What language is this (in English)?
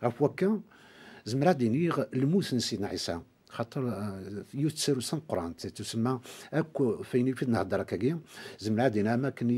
Kabyle